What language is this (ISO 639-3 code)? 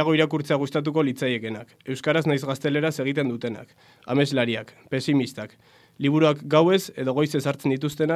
eus